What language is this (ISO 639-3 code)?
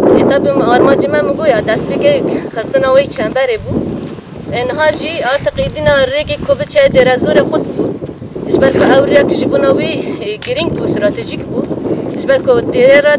kur